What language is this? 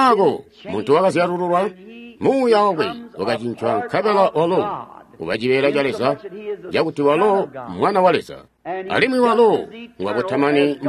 Tonga (Zambia)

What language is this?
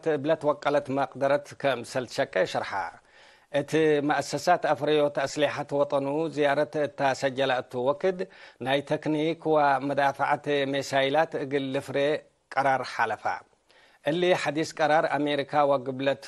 Tigre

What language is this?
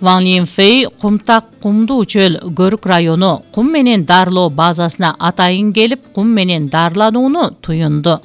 Kyrgyz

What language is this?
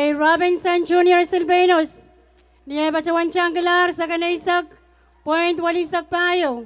Pohnpeian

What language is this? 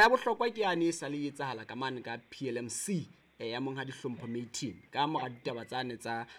Southern Sotho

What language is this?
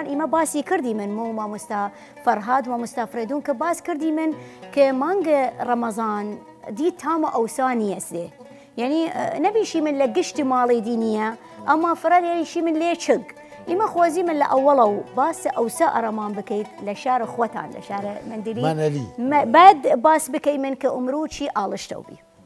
Southern Kurdish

